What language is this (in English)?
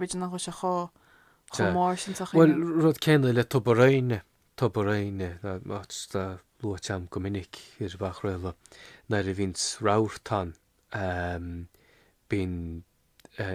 Irish